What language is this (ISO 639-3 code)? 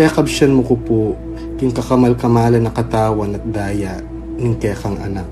pam